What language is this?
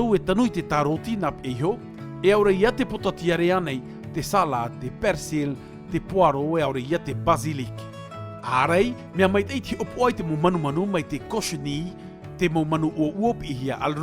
Tahitian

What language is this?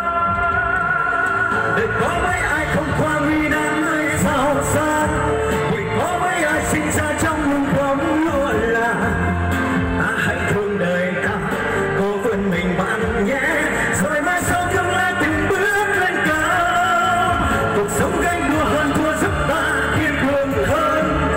Vietnamese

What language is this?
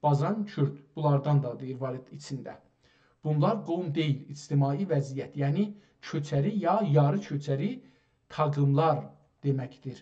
South Azerbaijani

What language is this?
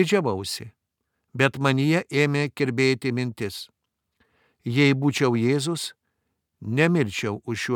Lithuanian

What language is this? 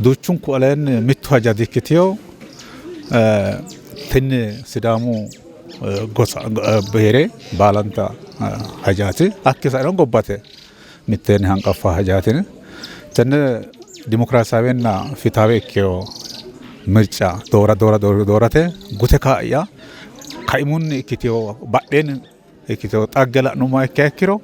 Sidamo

